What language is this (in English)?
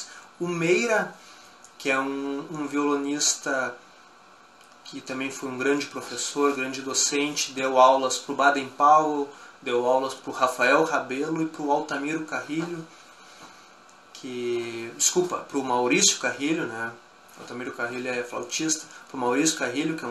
Portuguese